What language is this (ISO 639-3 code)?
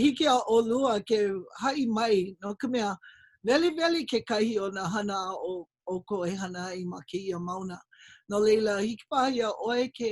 haw